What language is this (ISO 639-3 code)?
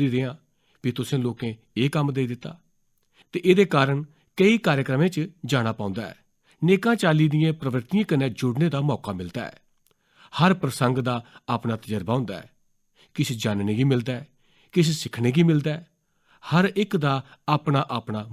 doi